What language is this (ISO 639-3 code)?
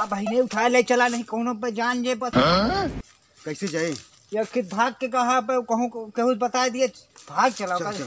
awa